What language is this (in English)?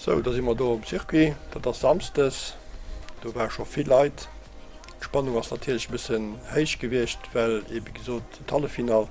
Luxembourgish